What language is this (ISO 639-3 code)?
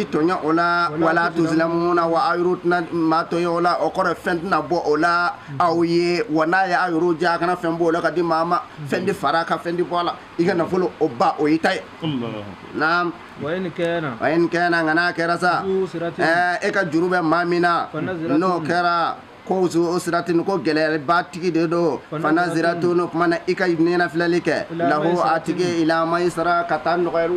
bam